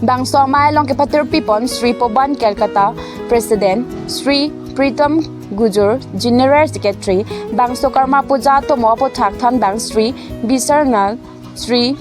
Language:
Karbi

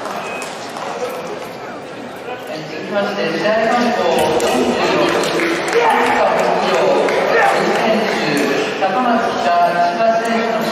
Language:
Japanese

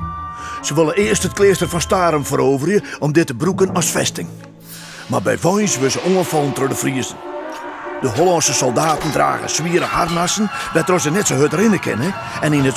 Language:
Western Frisian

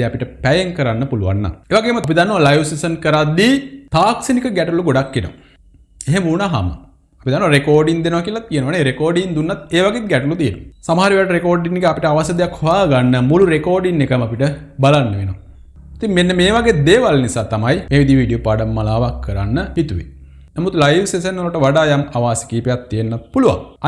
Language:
Sinhala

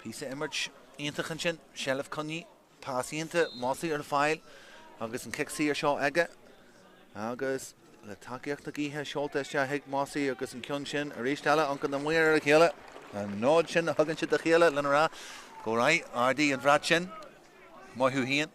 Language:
Irish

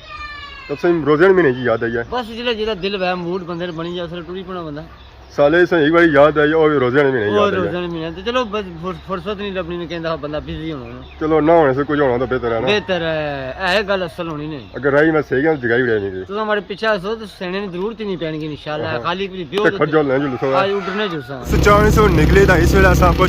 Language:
Pahari-Potwari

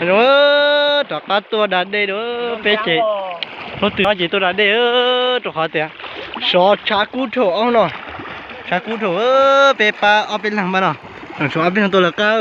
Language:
Hmong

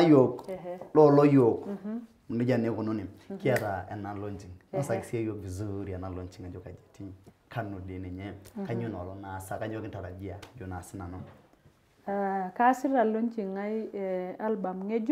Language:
Masai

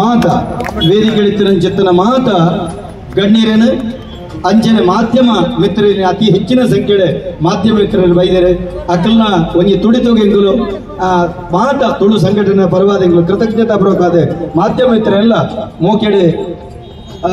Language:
Tulu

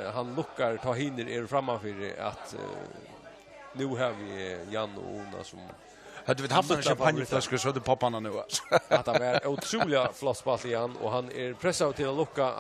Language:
Faroese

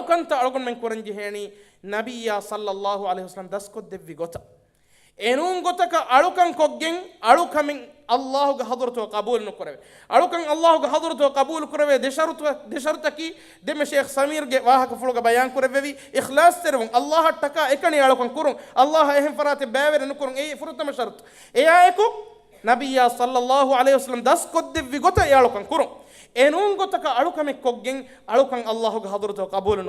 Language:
Divehi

